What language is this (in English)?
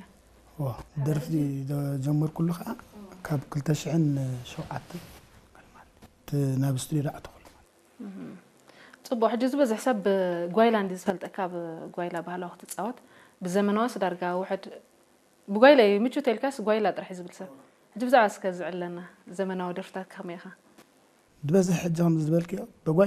Tigrinya